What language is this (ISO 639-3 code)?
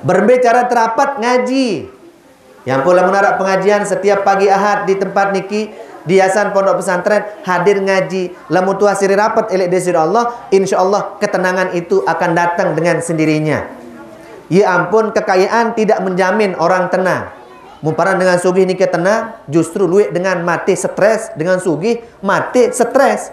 sas